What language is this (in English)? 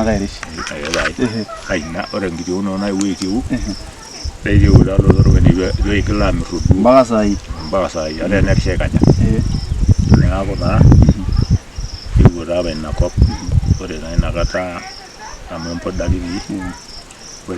Masai